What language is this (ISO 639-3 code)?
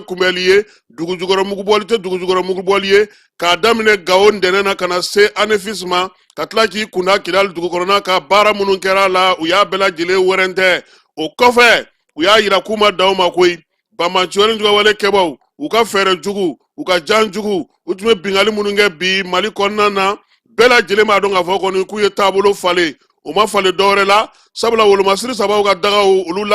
bam